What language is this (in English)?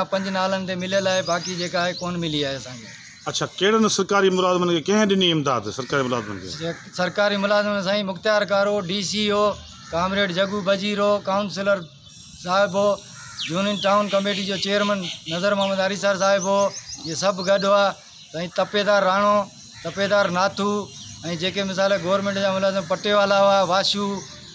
Sindhi